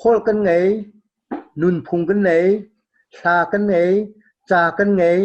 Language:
Hakha Chin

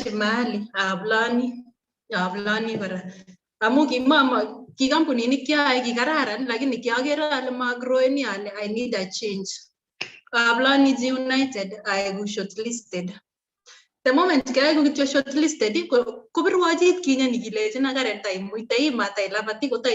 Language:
Kalenjin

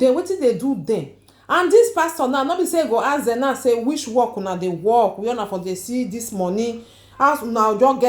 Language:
Nigerian Pidgin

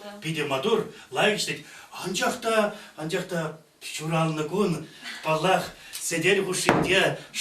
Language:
Chuvash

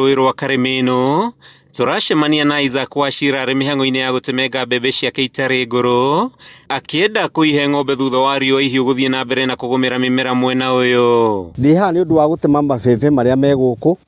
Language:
Kikuyu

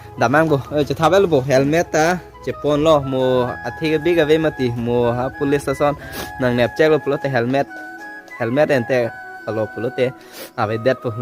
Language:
Karbi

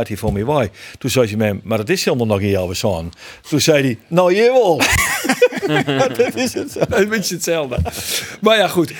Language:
Western Frisian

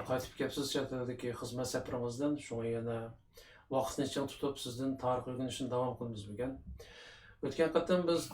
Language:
Uyghur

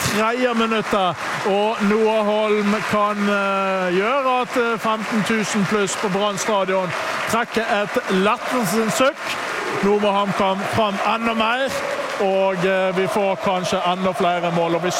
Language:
Norwegian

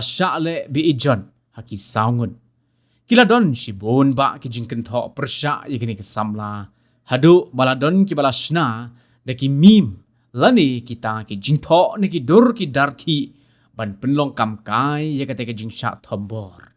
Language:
Khasi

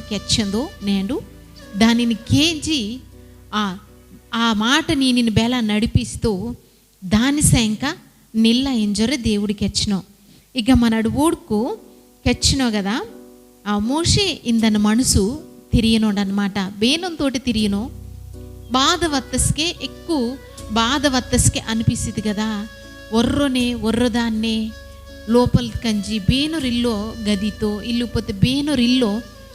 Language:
Koya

